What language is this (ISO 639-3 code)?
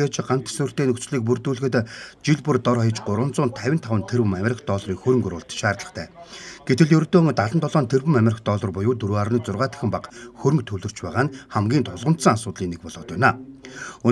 mon